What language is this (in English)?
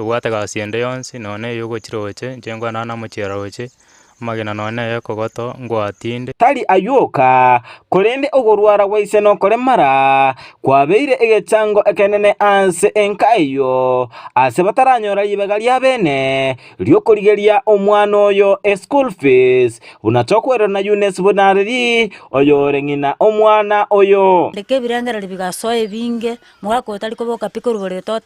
Gusii